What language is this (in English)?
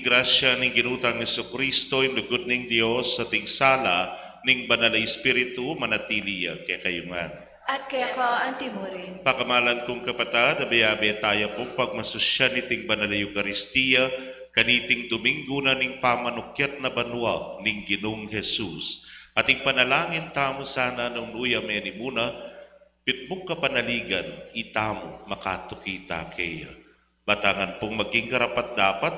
Pampanga